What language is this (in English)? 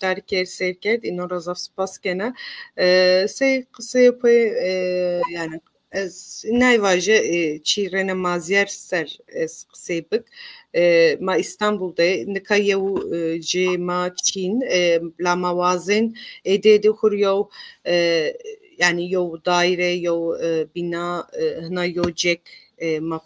Zaza